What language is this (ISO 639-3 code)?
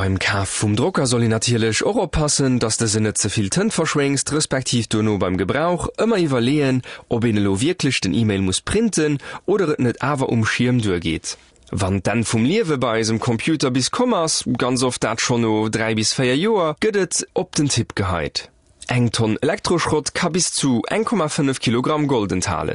ltz